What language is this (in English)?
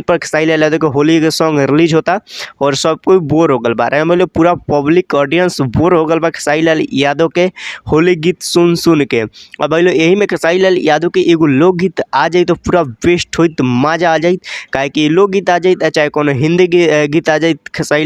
Bhojpuri